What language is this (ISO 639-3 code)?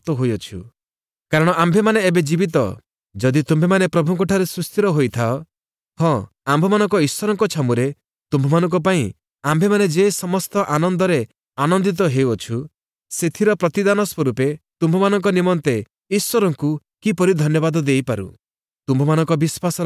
ori